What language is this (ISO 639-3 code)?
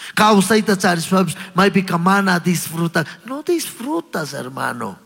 qug